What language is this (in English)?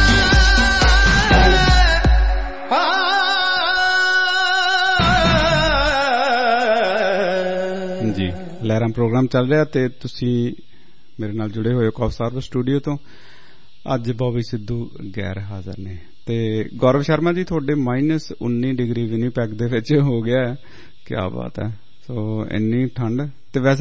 Punjabi